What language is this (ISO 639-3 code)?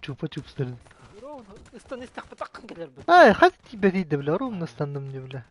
sah